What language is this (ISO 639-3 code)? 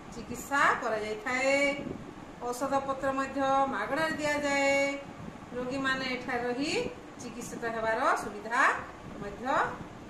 ori